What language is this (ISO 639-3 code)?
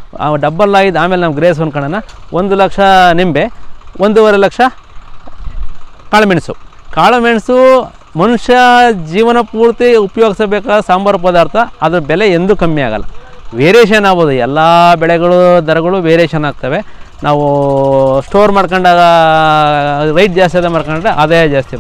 kan